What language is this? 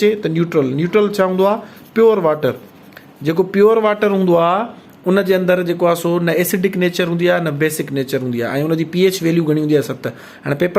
Sindhi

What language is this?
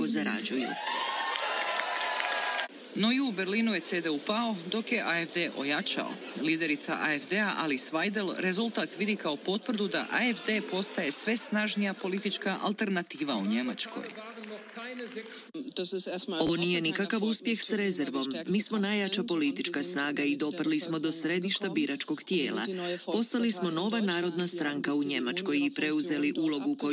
Croatian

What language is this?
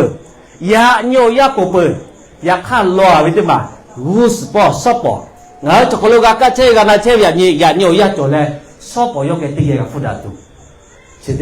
Lahu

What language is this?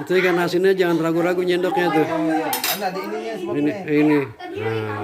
Betawi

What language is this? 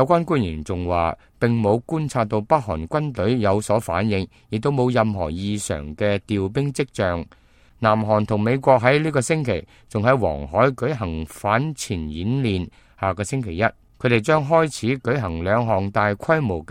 Cantonese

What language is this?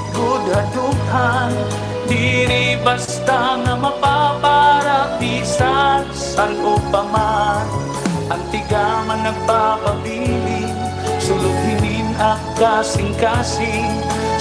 Waray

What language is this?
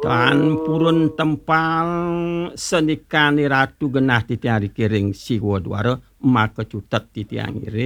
Balinese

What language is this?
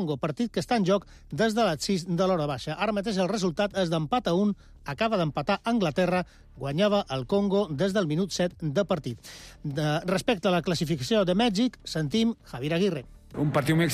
Catalan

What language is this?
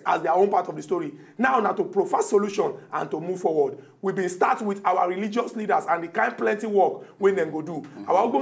Nigerian Pidgin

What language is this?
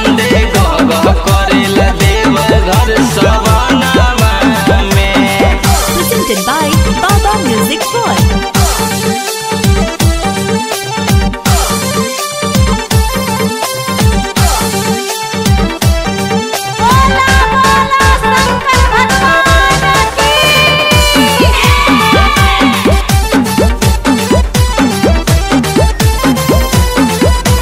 Bhojpuri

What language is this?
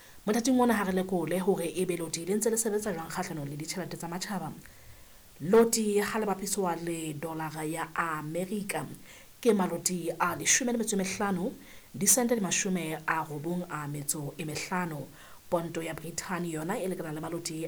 Southern Sotho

